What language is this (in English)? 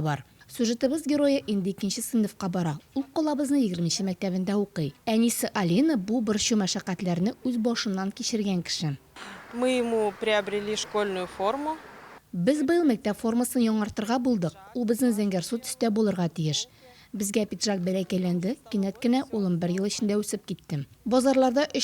Tatar